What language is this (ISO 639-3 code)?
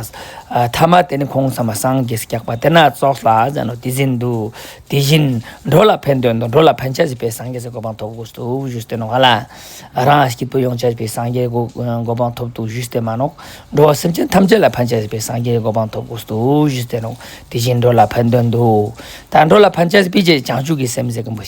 lbj